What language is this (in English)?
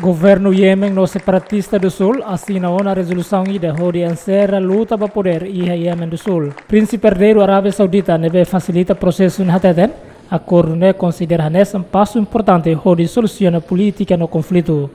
Tetum